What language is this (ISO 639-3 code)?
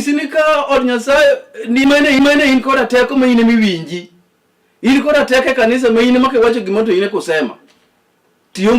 luo